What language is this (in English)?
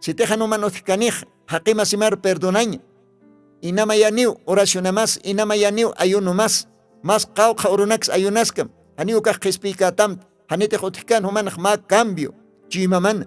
Aymara